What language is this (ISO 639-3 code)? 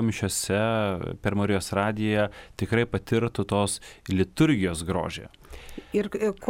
lit